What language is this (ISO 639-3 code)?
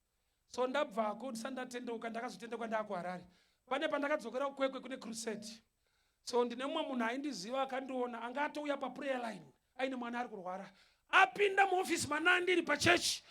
sna